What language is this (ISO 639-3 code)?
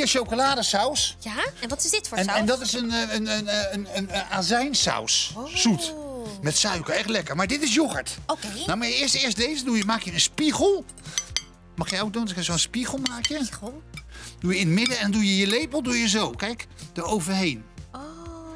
nld